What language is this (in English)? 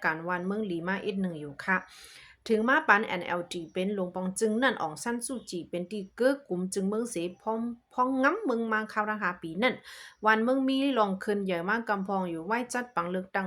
Shan